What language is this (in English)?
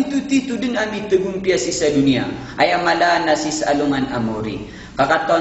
Maranao